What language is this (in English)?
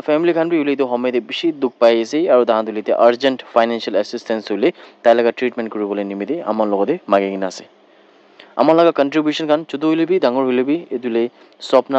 Naga Pidgin